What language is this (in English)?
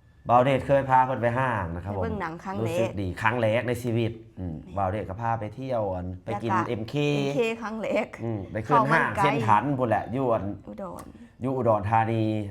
Lao